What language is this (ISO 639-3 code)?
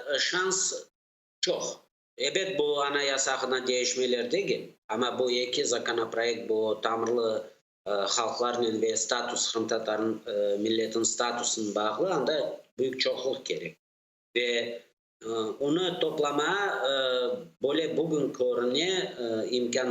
crh